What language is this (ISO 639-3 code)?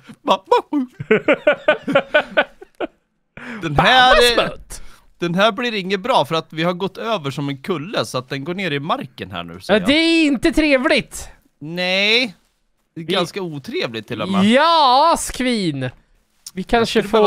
swe